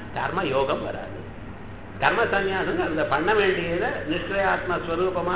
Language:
Tamil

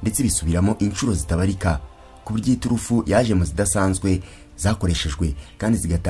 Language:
Kinyarwanda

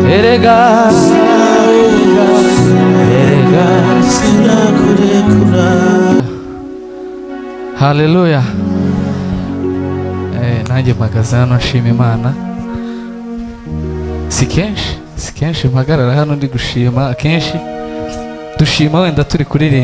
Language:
Kinyarwanda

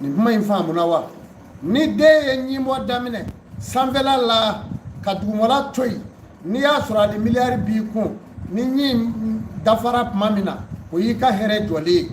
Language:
Bambara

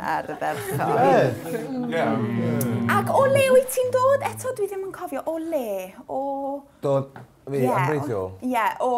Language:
Welsh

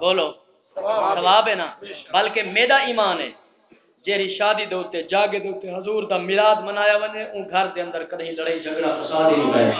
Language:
Saraiki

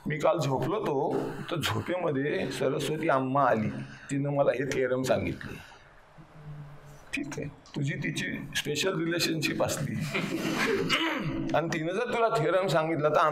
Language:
Marathi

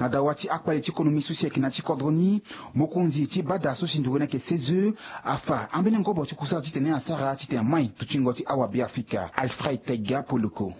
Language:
Sango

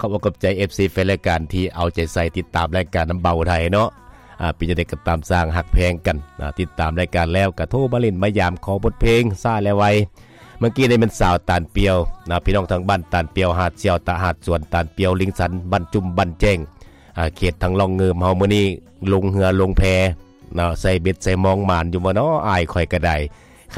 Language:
Lao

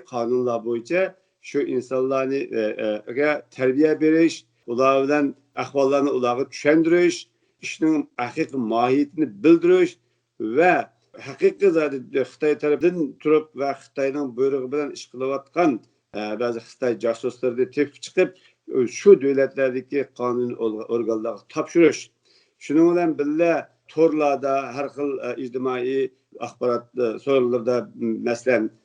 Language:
Uyghur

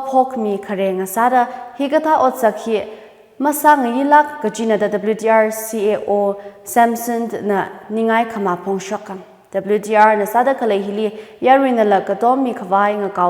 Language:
Tangkhul Naga (India)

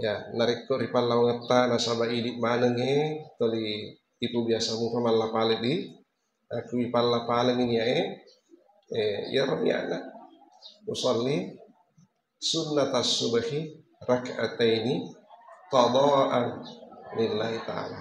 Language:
Buginese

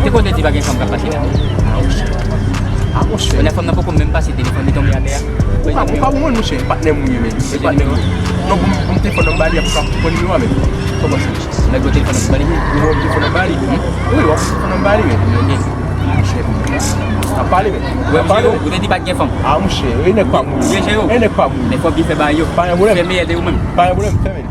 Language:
Haitian Creole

